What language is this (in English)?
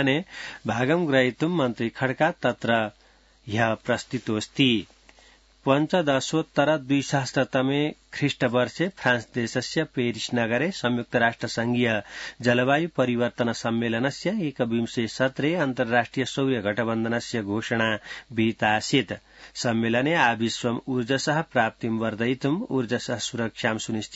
Sanskrit